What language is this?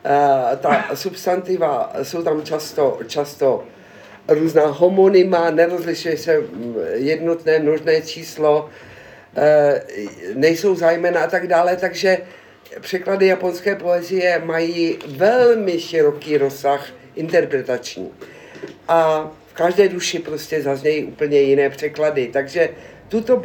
Czech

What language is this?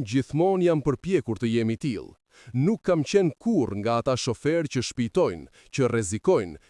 Albanian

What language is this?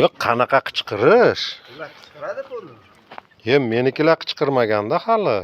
Uzbek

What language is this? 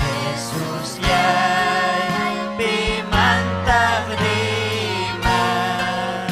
Ayacucho Quechua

